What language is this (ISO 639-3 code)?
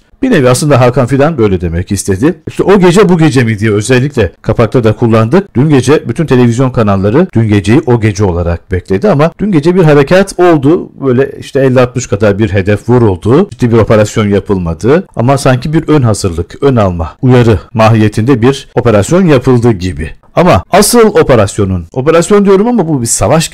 tur